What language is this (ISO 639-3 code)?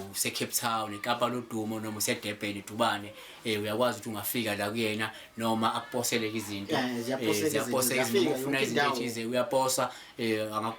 zul